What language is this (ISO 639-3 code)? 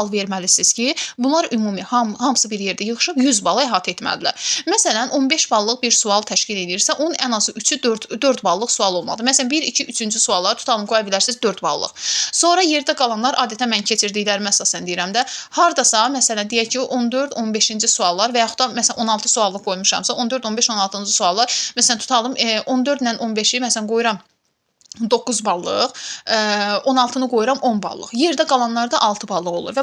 aze